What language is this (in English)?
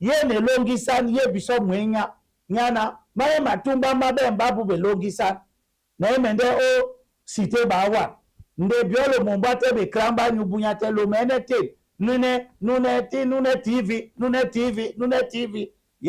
Duala